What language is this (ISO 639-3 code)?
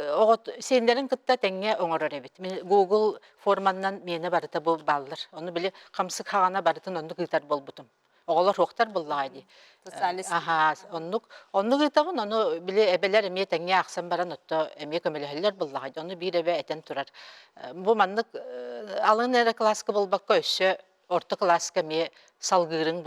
sah